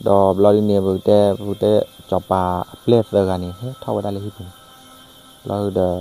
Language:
S'gaw Karen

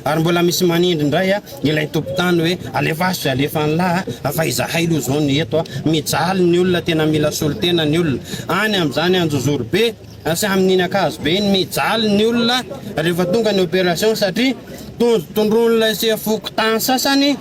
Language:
Malagasy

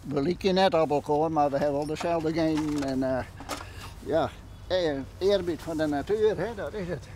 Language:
Western Frisian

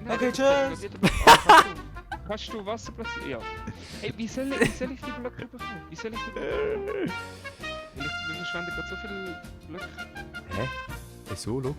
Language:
Swiss German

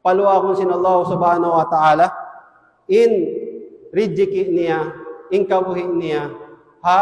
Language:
Tausug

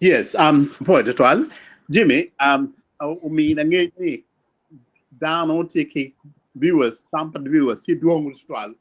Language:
Acoli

